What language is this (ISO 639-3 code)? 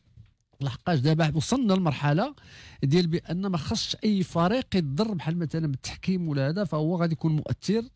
ary